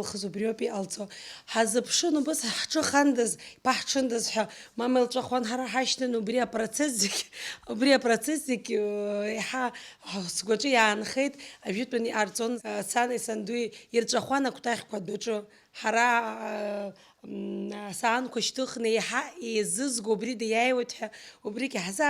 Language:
Abkhazian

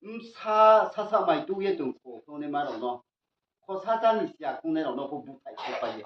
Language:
Riang (India)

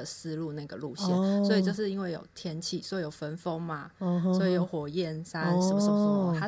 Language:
Chinese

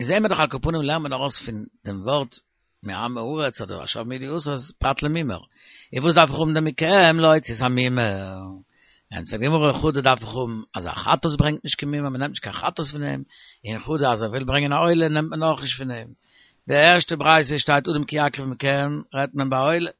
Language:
Yiddish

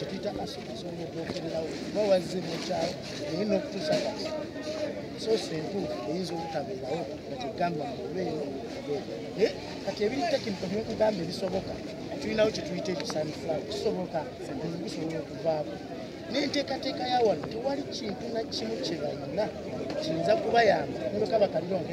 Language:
Ganda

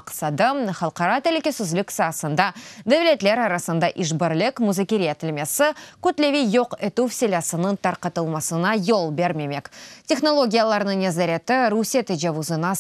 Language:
Crimean Tatar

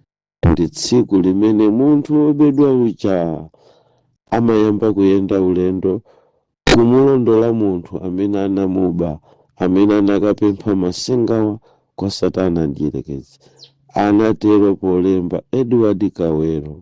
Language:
Nyanja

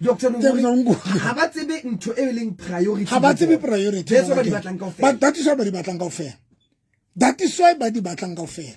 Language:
Southern Sotho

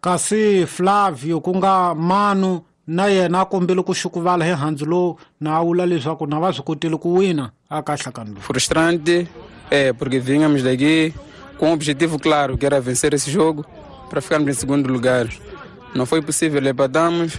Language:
Tsonga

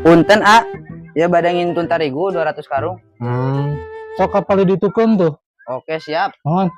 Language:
Sundanese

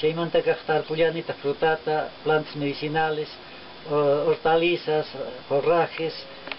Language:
Quechua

